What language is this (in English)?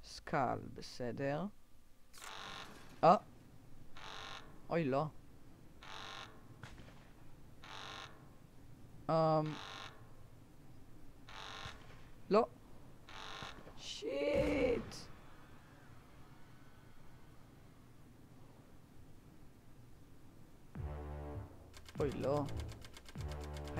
Hebrew